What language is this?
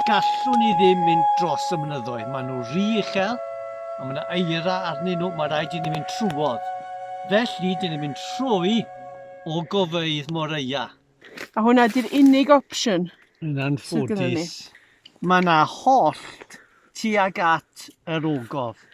Welsh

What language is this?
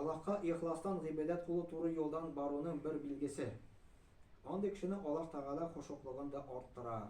Tatar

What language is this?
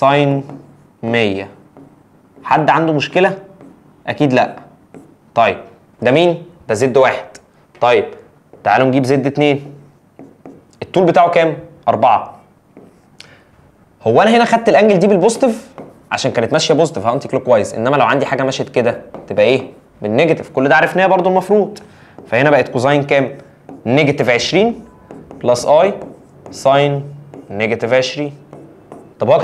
Egyptian Arabic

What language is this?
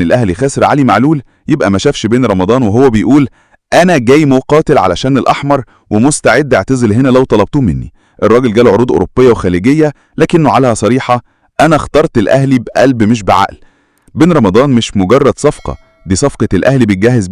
Egyptian Arabic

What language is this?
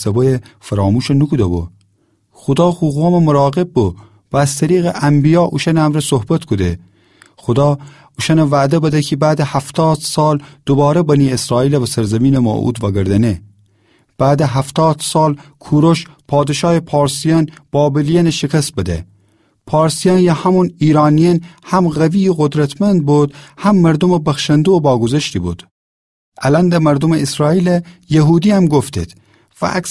Gilaki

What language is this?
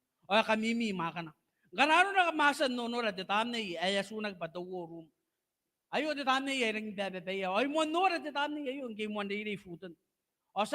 Gilbertese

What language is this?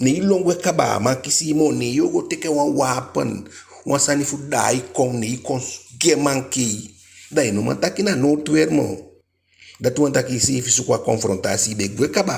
Eastern Maroon Creole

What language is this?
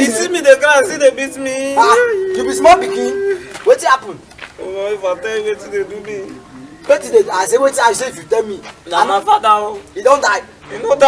Nigerian Pidgin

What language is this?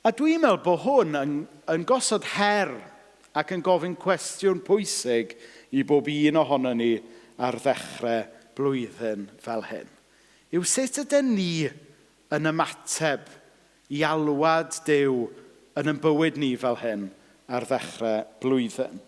Welsh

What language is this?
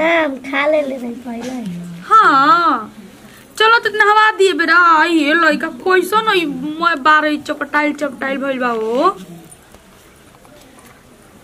Bhojpuri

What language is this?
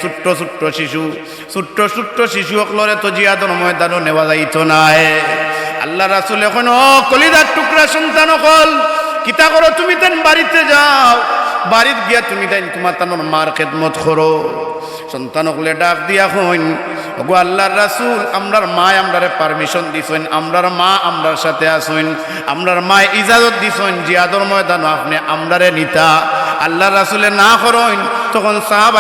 Sylheti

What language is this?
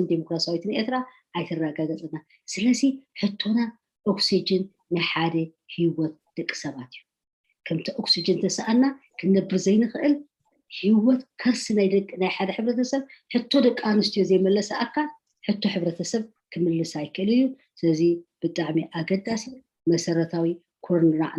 Tigrinya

